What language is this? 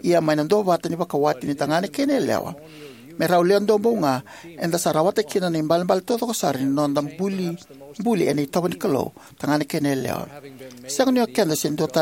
Fijian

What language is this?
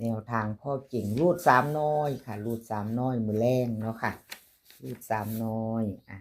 Northeastern Thai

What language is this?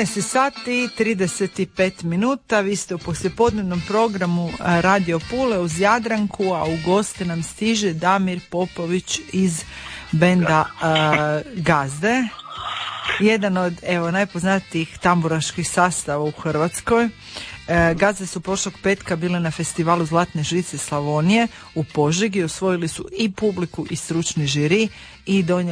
Croatian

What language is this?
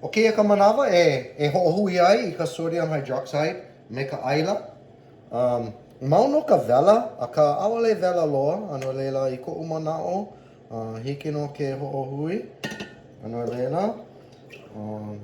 Hawaiian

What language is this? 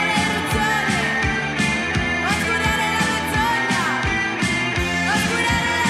Basque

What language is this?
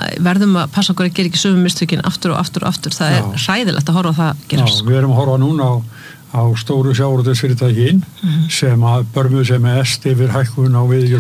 Icelandic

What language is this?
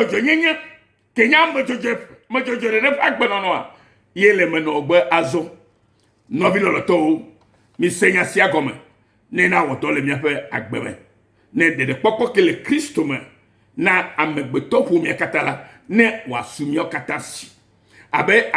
Ewe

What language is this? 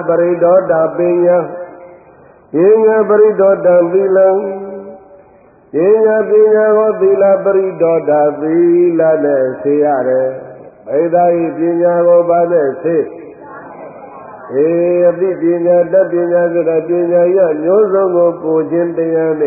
Burmese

